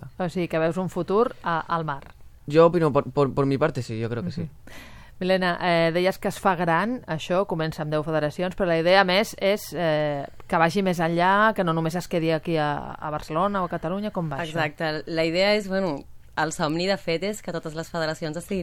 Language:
Catalan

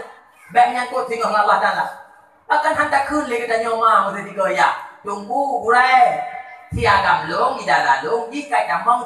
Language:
Achinese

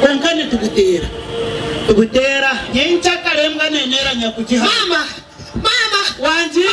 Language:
Nyankole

